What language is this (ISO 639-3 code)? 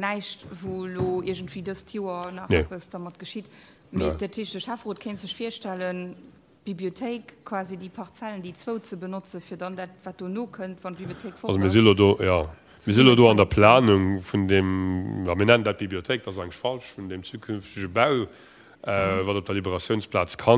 ltz